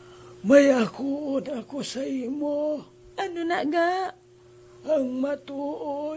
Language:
Hiligaynon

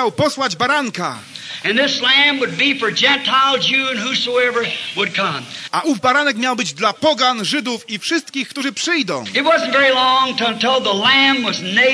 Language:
Polish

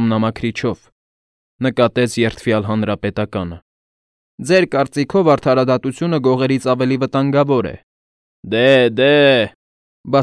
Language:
Armenian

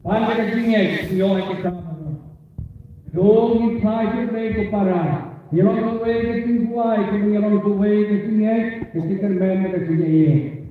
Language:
Khasi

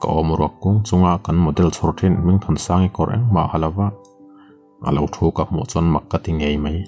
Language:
Mizo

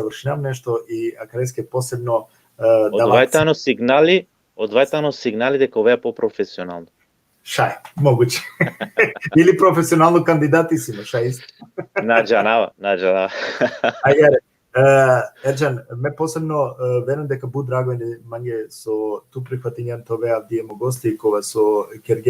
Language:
Balkan Romani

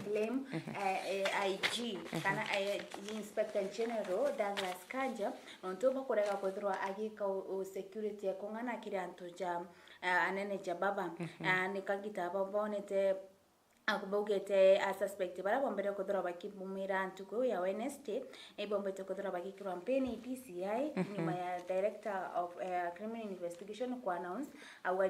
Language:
Meru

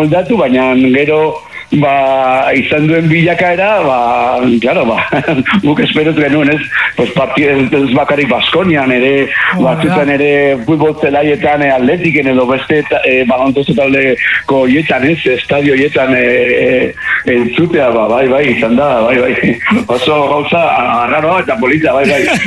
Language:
Basque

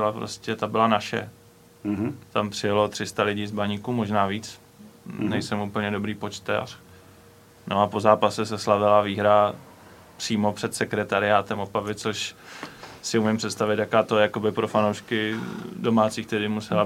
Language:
Czech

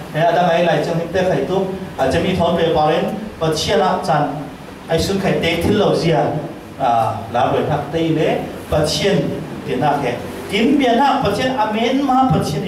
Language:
Falam Chin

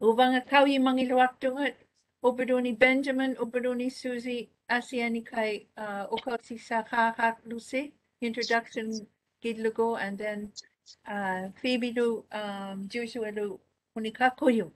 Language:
Māori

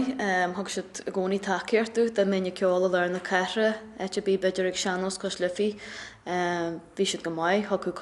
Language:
Irish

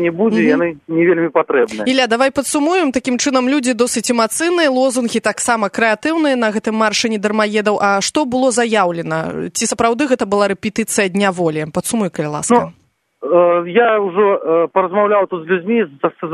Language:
Belarusian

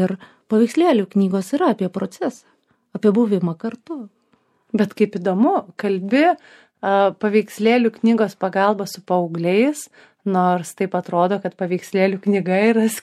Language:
Lithuanian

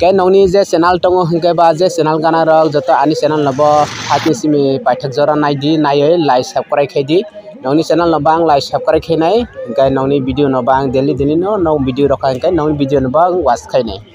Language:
Kok Borok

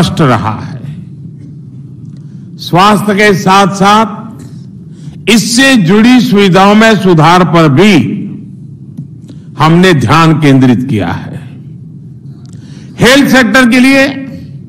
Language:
Hindi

